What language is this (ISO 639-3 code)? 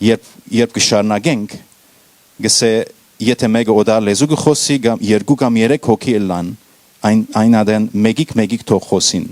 hyw